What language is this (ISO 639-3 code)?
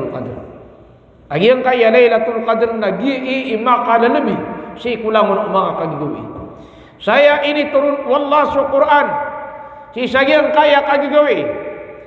mrw